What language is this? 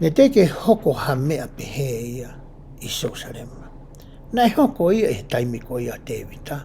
Tongan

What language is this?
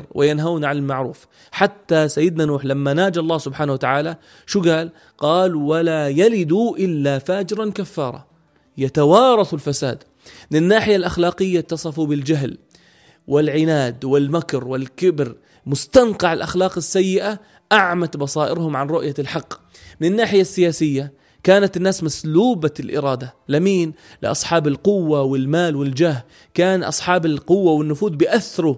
North Levantine Arabic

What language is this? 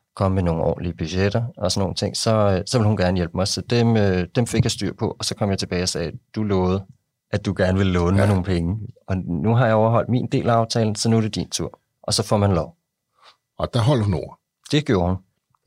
Danish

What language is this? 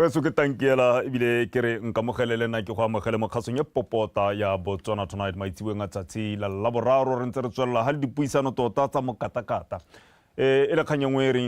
Tswana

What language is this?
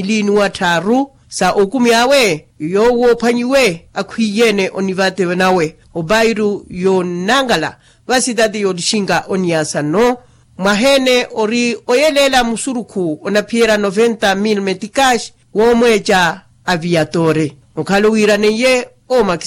Makhuwa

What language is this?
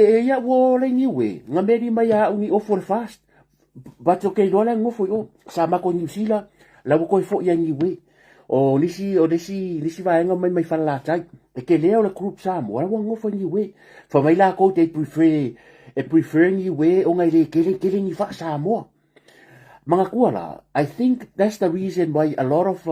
Samoan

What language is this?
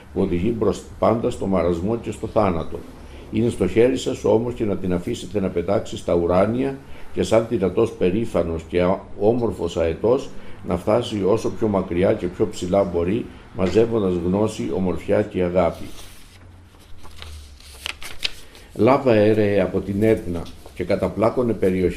Greek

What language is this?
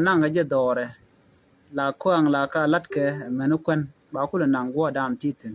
Nuer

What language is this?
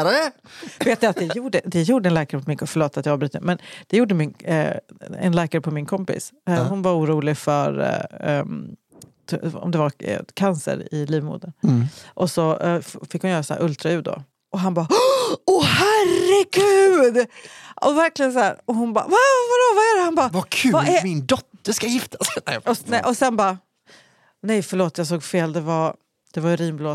Swedish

